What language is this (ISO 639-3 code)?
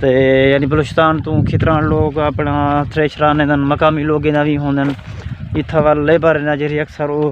skr